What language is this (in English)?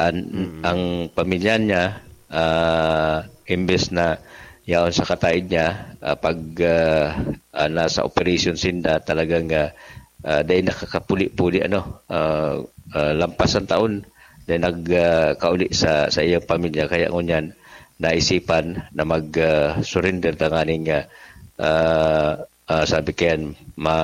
Bikol